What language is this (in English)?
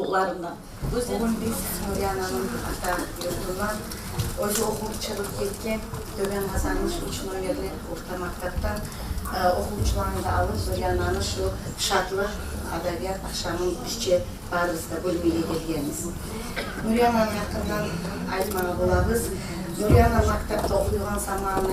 Kumyk